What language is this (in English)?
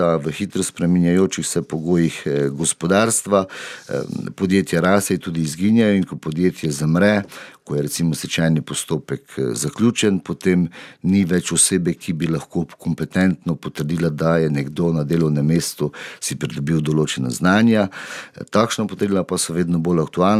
Slovenian